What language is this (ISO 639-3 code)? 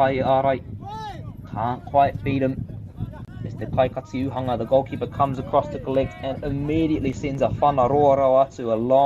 mri